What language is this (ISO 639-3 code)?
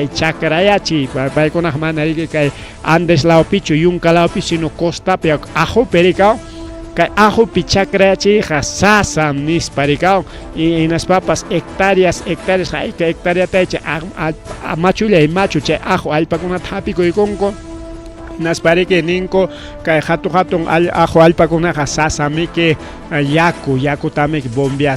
quy